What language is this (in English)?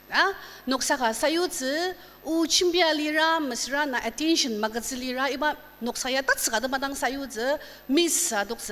Ao Naga